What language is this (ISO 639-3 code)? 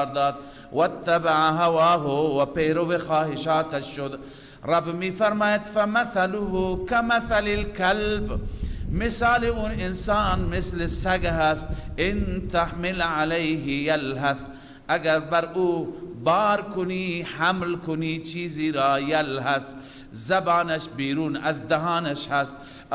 fas